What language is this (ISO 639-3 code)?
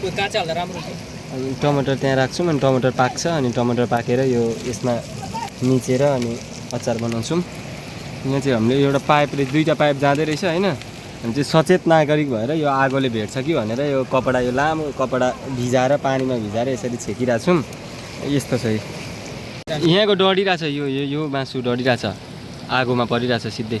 nep